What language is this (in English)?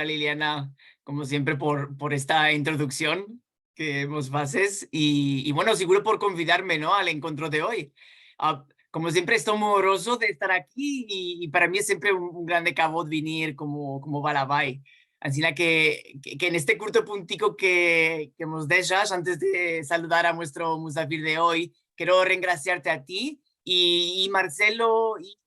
Ladino